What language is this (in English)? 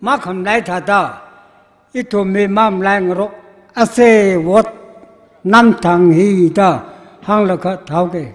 Tangkhul Naga (India)